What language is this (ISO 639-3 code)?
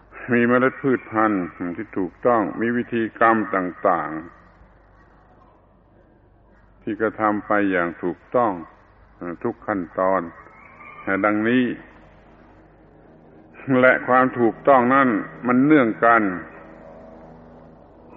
tha